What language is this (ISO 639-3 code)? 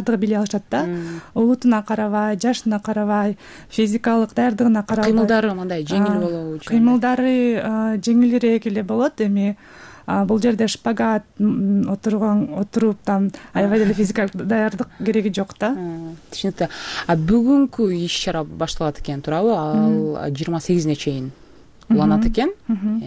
kir